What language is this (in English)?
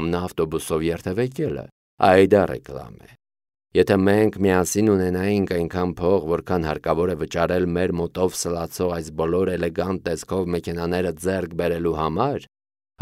Armenian